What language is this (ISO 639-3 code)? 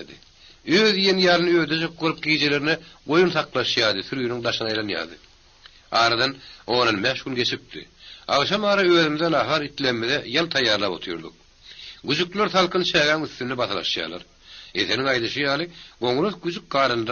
tuk